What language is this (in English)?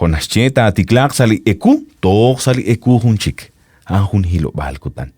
Kekchí